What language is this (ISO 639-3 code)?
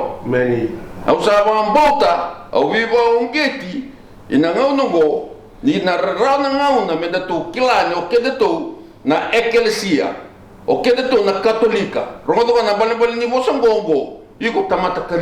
fij